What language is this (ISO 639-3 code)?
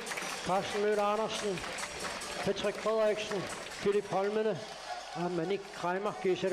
kal